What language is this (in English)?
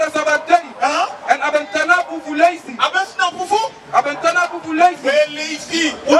Sranan Tongo